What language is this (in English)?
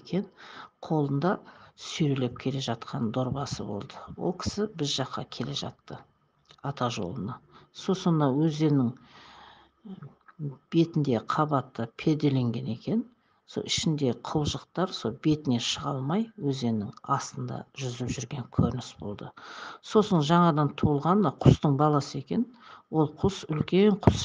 Kazakh